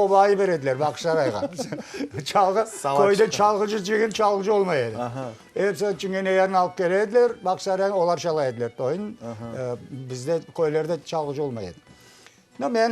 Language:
Crimean Tatar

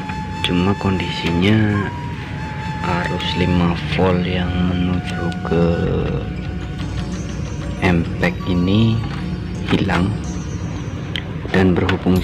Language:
Indonesian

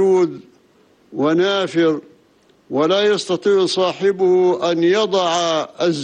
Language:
Arabic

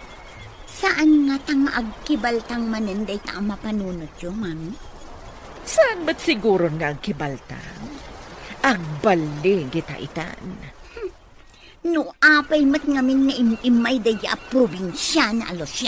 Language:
Iloko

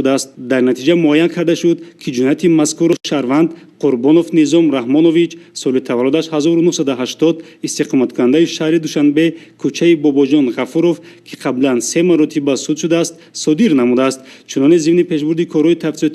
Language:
Tajik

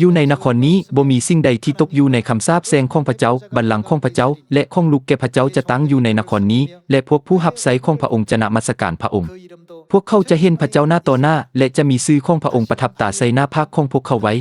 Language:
Lao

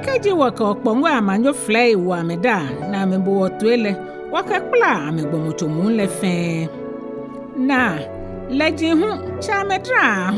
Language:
Ga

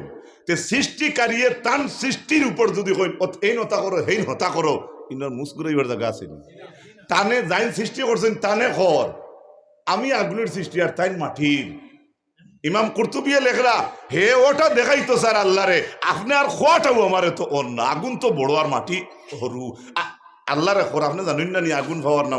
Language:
Sylheti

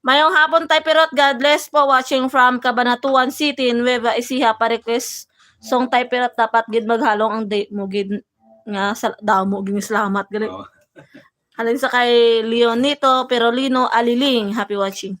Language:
Hiligaynon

